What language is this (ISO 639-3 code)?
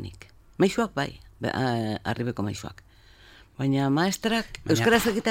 eus